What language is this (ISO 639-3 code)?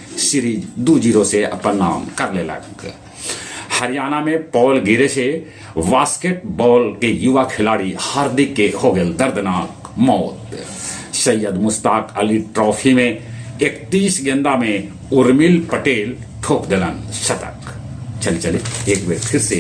mag